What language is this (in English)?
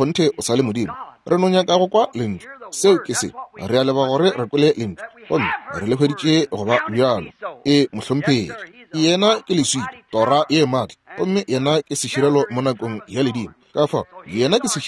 Northern Sotho